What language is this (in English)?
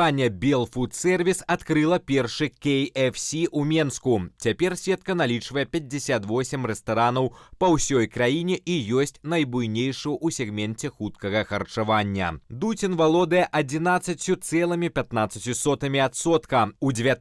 Belarusian